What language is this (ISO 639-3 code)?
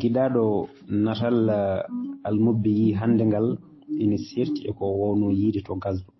ful